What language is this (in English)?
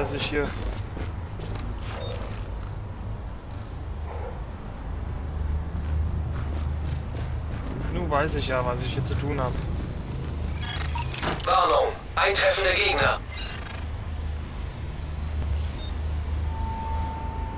German